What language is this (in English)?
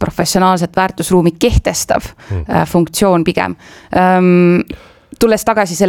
Estonian